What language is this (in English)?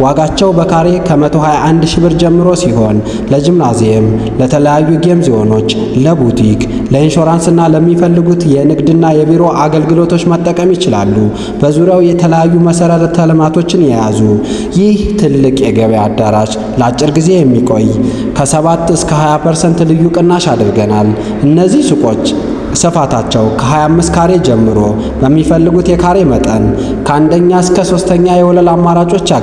Amharic